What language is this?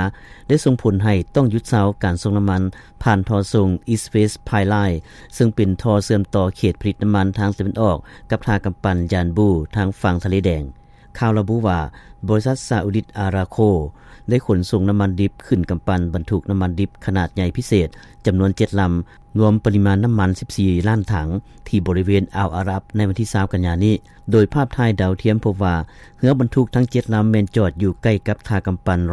Lao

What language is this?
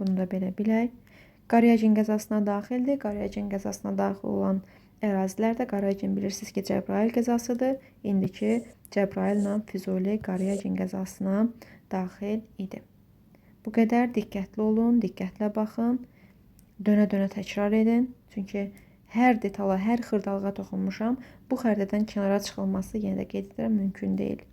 Azerbaijani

